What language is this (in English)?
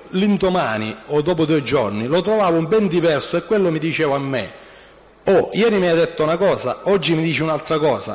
Italian